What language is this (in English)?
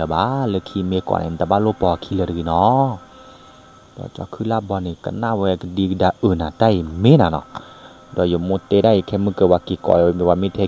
S'gaw Karen